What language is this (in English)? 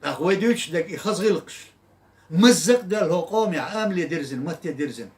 Chechen